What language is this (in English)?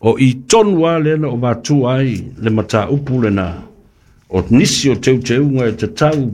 Samoan